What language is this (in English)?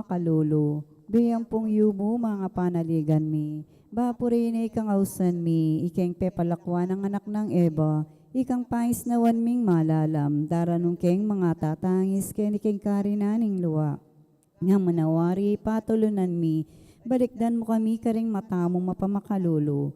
Pampanga